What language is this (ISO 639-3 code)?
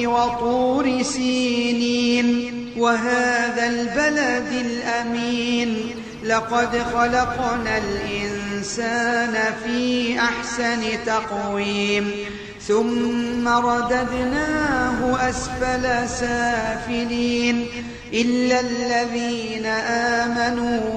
ara